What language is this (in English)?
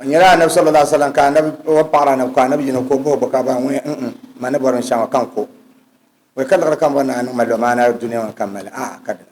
Dagbani